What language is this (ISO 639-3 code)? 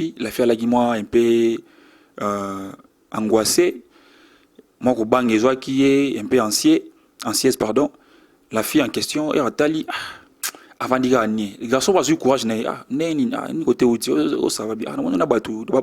lin